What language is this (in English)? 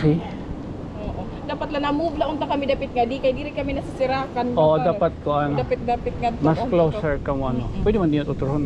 Waray